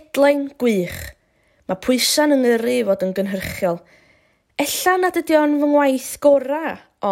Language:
Welsh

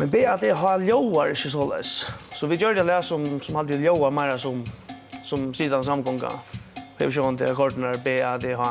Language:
Faroese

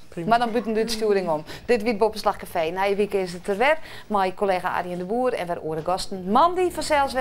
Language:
Western Frisian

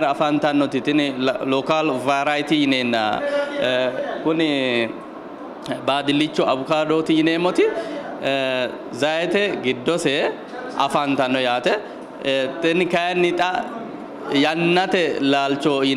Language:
Sidamo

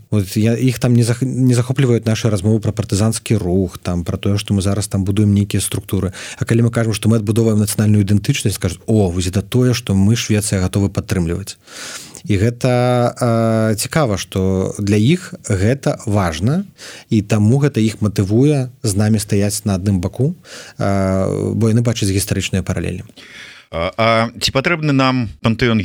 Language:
Belarusian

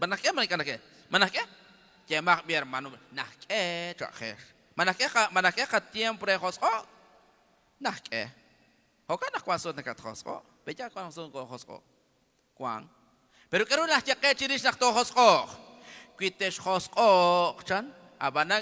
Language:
Kekchí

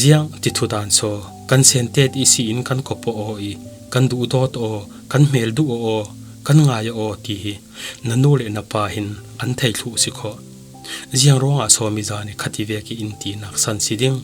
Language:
Falam Chin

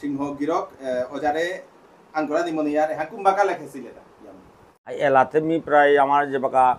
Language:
Bishnupriya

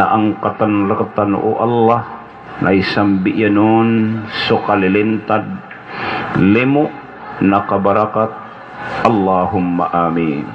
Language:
Maranao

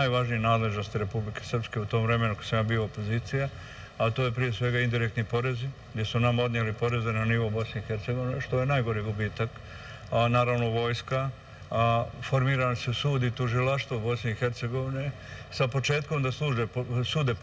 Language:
Serbian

